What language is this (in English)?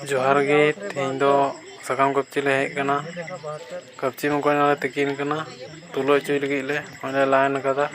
Santali